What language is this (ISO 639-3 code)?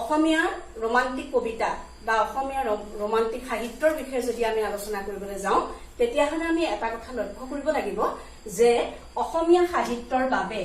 asm